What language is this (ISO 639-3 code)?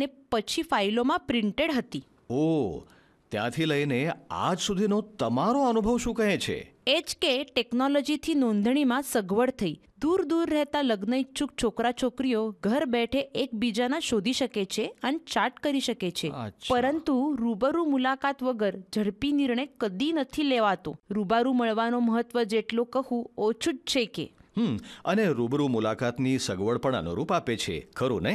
guj